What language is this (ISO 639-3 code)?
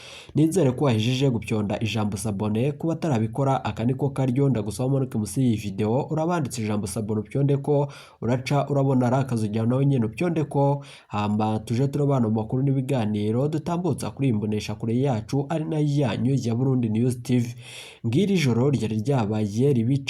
run